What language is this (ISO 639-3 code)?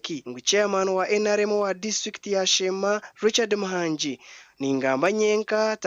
nyn